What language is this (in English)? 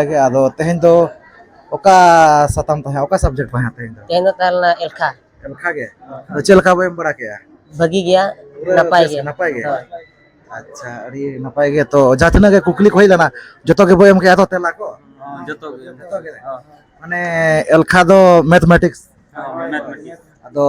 Santali